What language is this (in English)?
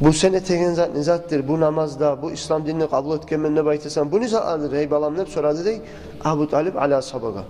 Kumyk